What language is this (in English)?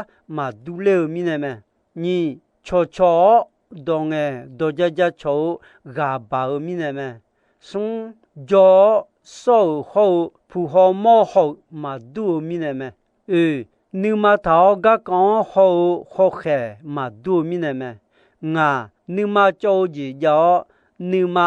Akha